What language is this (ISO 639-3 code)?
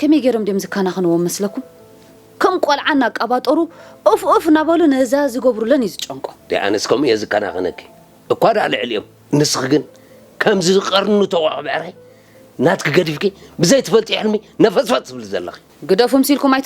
tir